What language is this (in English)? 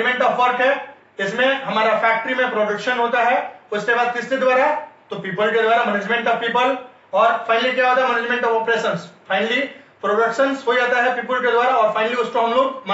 Hindi